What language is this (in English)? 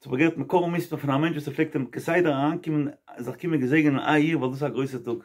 Yiddish